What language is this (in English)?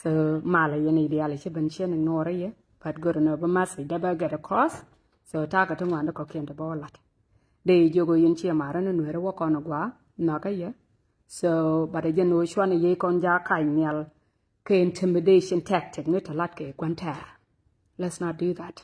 Nuer